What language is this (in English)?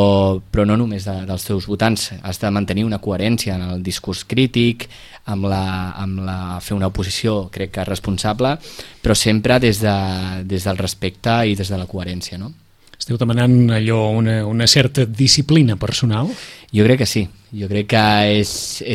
Catalan